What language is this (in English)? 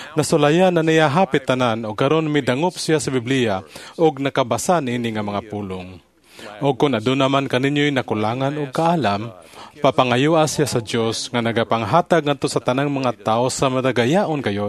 Cebuano